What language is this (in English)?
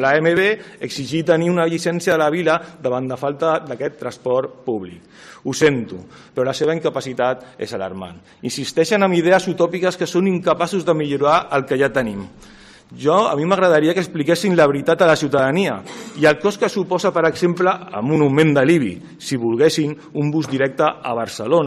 Catalan